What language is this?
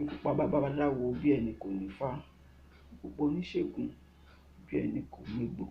Yoruba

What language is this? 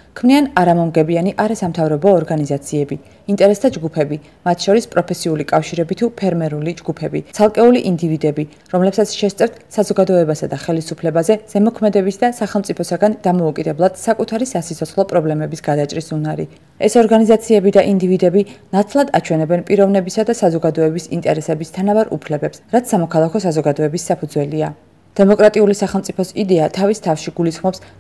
Georgian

